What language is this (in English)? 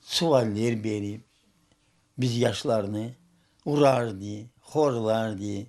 Crimean Tatar